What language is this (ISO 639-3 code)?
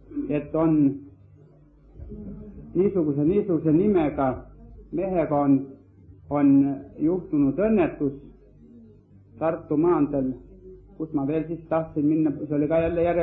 est